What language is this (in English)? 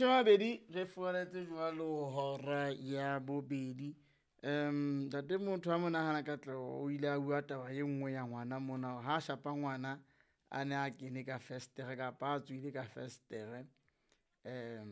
Southern Sotho